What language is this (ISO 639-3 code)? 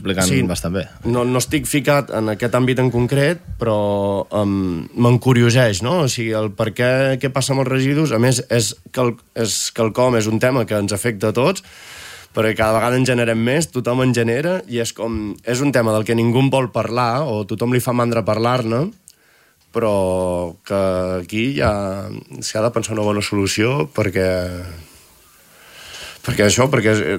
cat